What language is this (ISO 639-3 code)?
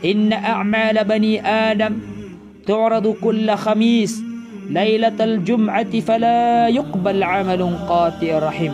mrw